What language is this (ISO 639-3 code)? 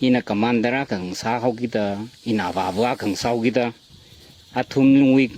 nmf